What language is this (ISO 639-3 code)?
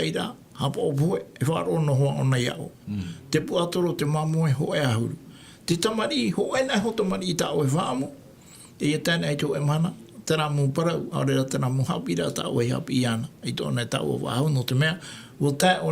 tah